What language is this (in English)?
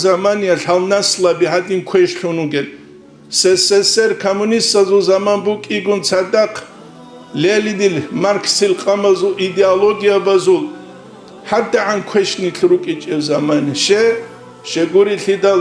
Avaric